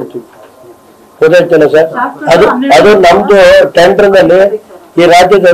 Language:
Kannada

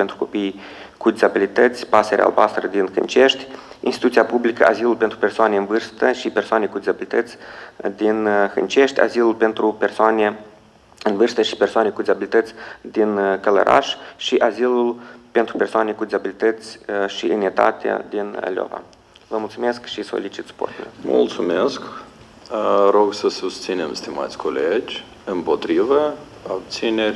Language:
Romanian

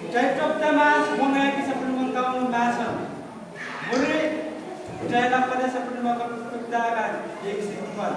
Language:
Pohnpeian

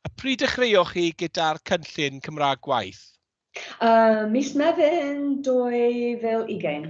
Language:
Welsh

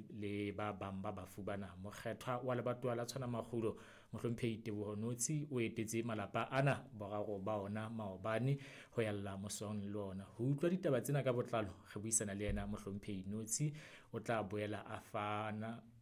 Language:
Southern Sotho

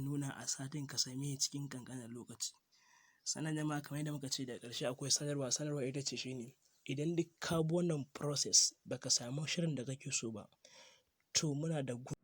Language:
Hausa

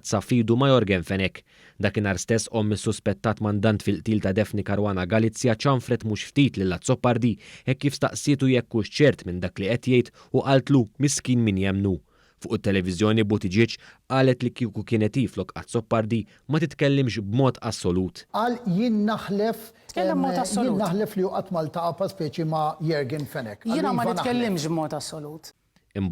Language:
Maltese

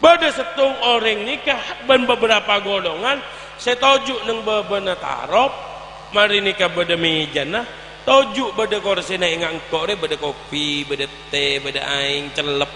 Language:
Madurese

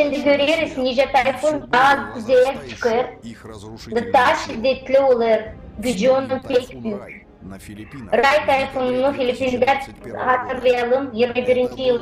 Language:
Gagauz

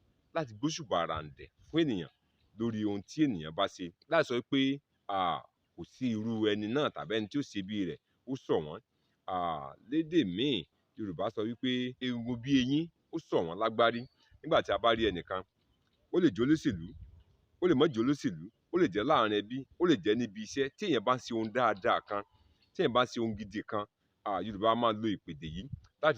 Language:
Yoruba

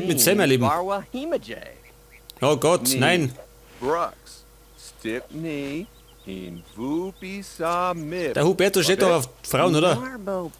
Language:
Bavarian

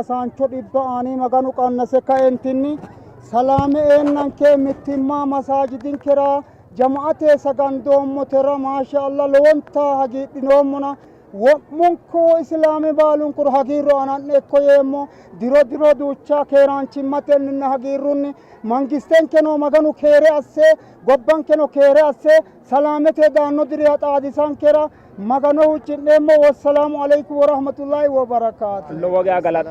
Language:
Sidamo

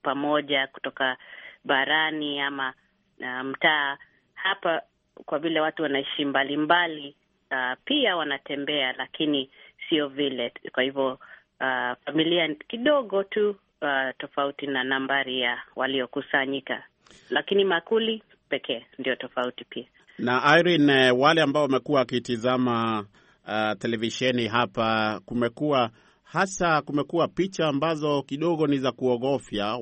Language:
Swahili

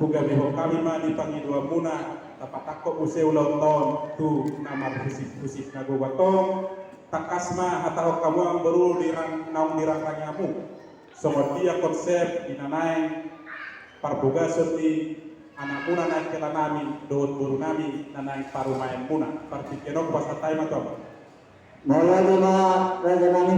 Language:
Batak Toba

